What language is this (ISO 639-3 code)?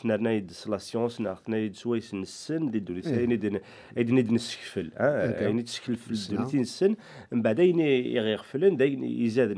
kab